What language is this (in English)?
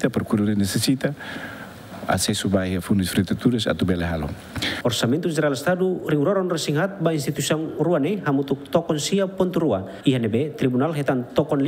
Tetum